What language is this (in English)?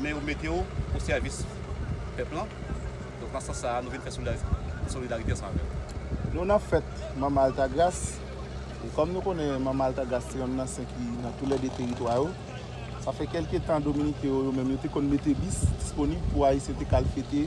Haitian Creole